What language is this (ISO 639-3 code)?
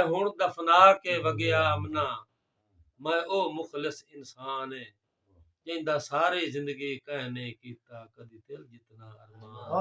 skr